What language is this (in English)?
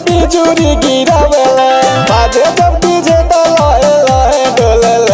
Bhojpuri